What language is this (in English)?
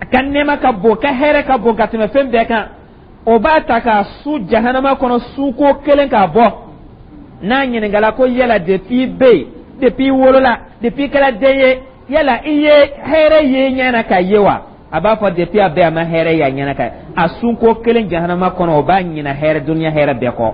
Dyula